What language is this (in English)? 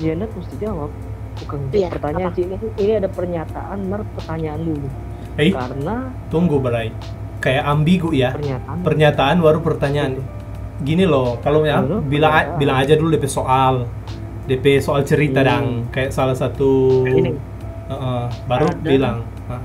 Manado Malay